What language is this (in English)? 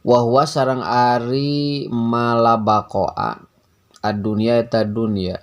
Sundanese